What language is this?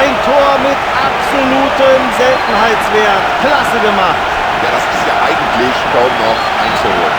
Bavarian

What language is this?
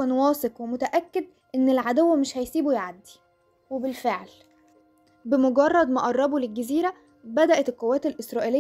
Egyptian Arabic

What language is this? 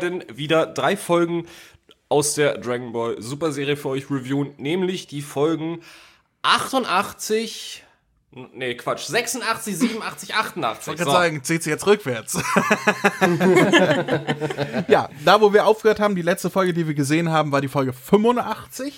German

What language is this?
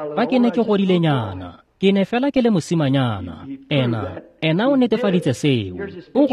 Tswana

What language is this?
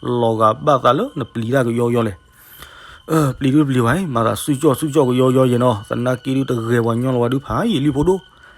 S'gaw Karen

